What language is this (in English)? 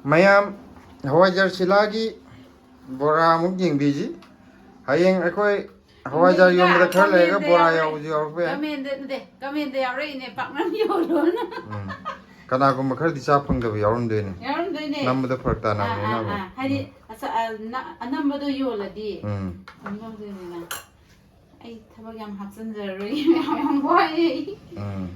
Manipuri